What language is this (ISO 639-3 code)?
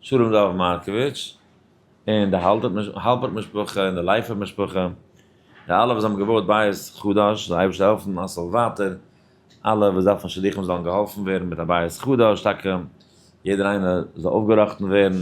yid